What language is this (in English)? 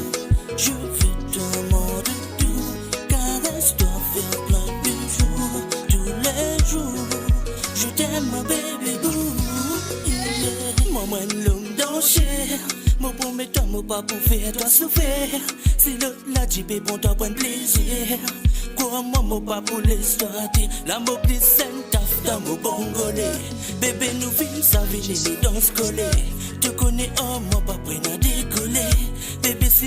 Morisyen